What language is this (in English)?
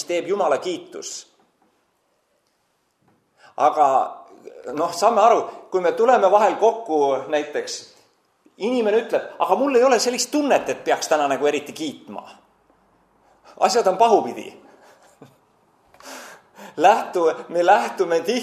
Estonian